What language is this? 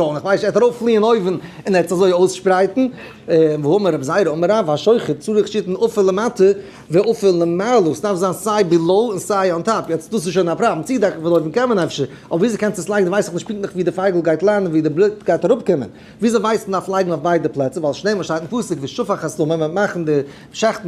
Yiddish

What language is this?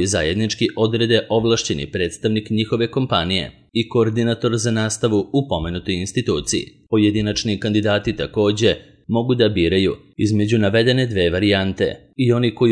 Serbian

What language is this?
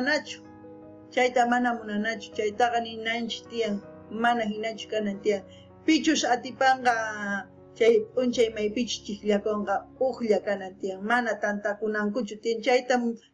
South Bolivian Quechua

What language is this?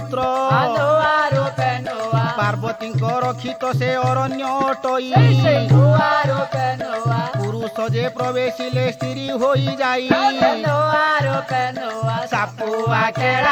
Odia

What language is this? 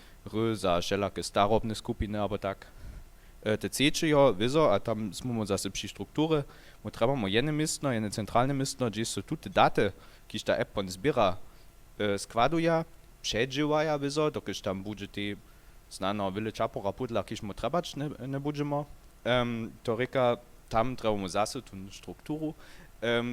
Upper Sorbian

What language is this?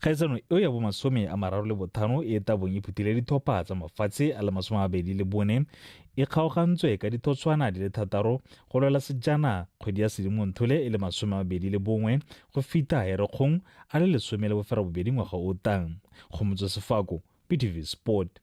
Tswana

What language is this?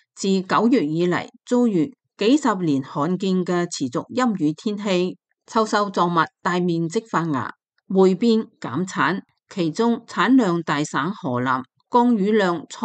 Cantonese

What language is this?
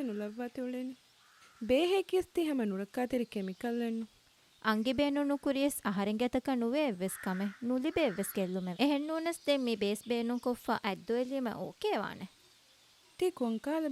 Divehi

